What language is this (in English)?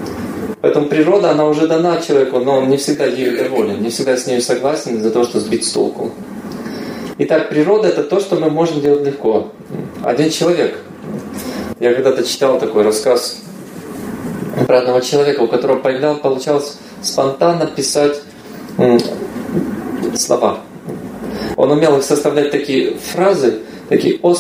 Russian